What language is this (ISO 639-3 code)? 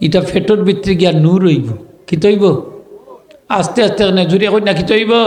syl